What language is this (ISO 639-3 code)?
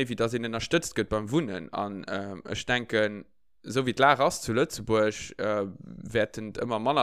ltz